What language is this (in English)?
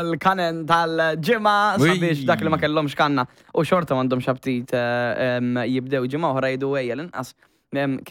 Maltese